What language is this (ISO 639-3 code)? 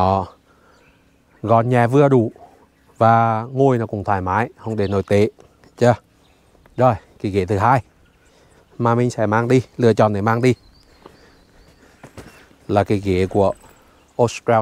vie